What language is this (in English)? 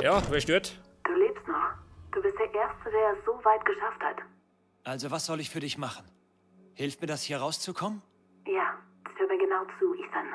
Bavarian